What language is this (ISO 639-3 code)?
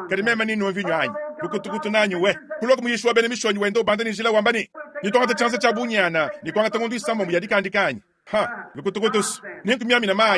lua